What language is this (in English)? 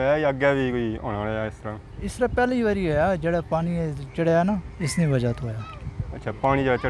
Pahari-Potwari